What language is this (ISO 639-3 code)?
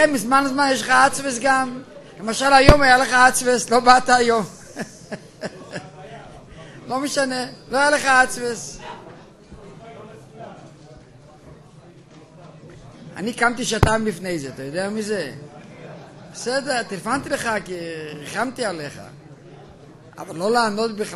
heb